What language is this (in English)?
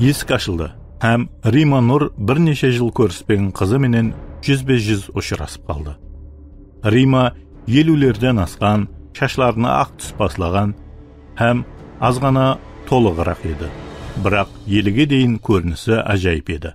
Kara-Kalpak